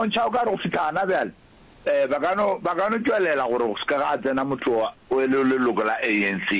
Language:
Northern Sotho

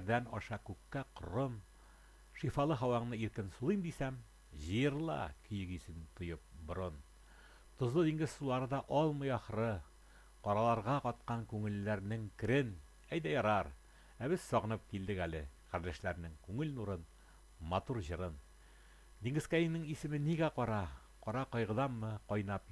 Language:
Tatar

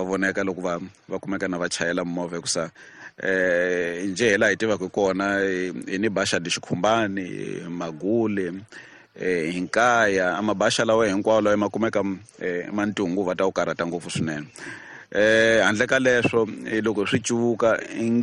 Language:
Tsonga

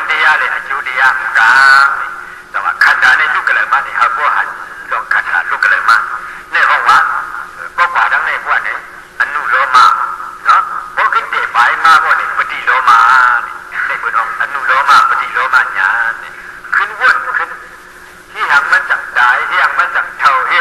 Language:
Shan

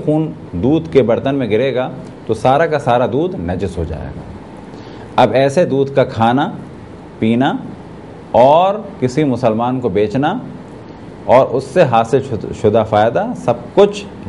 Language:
Urdu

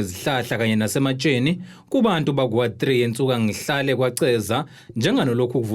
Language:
Zulu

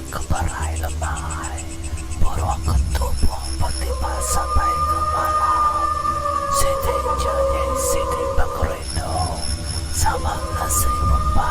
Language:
Iban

